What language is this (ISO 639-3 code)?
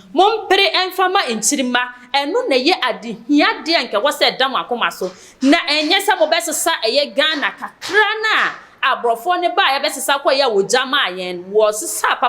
aka